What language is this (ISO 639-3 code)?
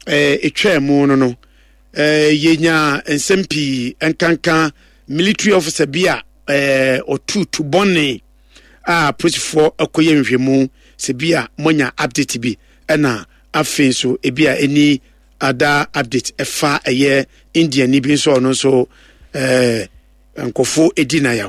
aka